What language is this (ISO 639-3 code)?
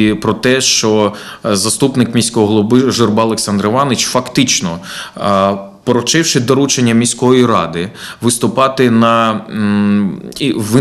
ukr